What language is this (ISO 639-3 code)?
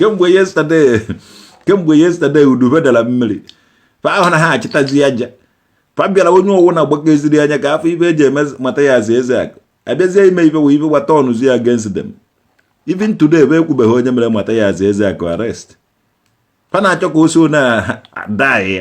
ibo